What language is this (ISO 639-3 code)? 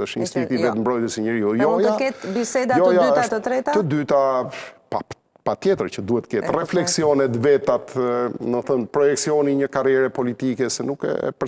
sqi